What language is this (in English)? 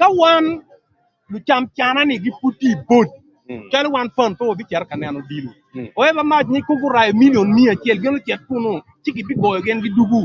Acoli